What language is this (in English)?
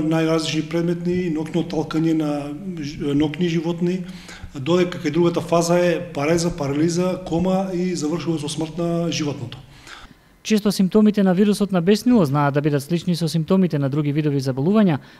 Macedonian